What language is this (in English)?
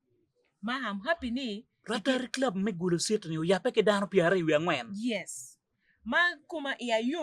Acoli